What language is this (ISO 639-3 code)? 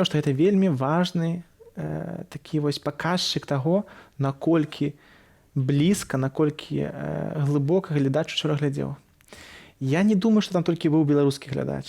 bel